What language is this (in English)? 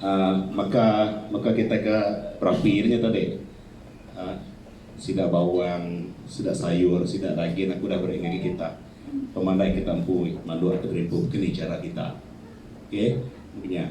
Iban